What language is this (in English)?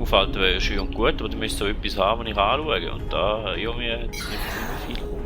Swiss German